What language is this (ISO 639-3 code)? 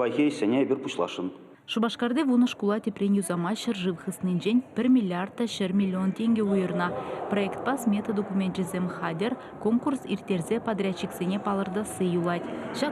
chv